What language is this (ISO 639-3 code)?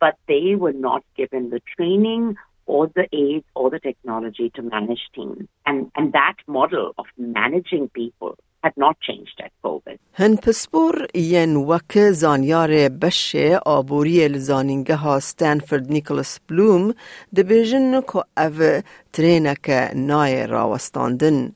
kur